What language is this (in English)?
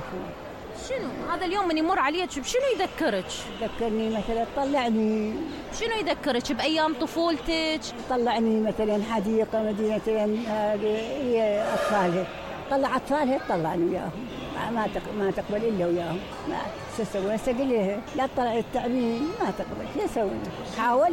Mesopotamian Arabic